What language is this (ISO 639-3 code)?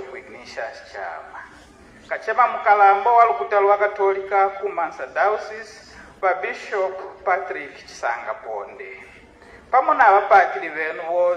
bem